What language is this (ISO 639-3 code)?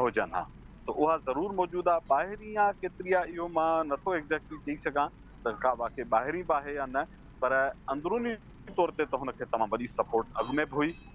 snd